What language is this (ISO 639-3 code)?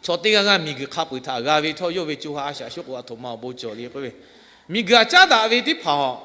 lhu